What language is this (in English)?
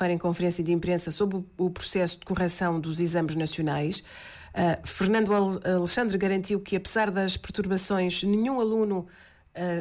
Portuguese